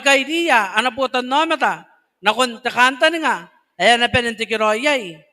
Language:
Gilbertese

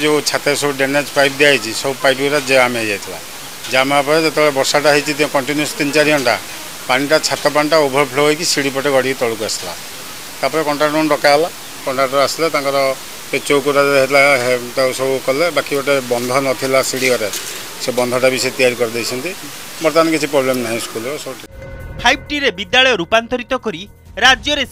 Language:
Odia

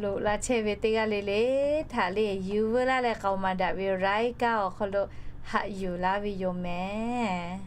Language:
Lahu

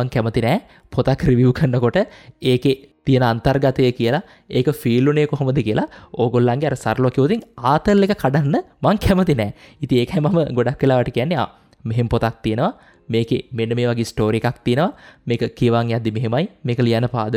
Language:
Sinhala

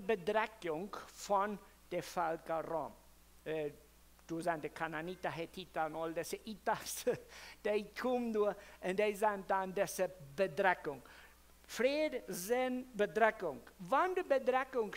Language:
Plautdietsch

